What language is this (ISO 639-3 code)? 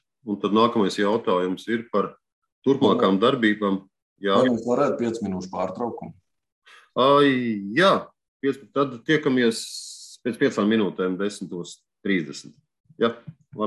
lav